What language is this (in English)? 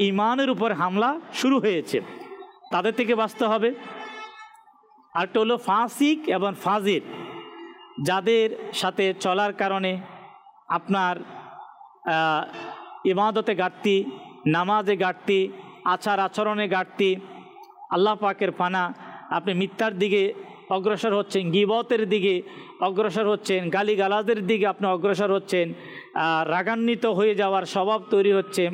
Bangla